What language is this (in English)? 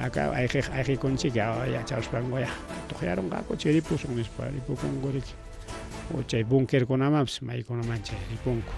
Ayacucho Quechua